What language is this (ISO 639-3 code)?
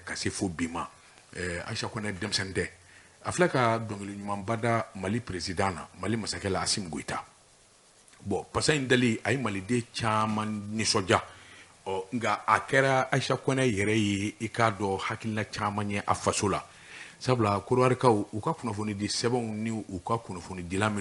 bam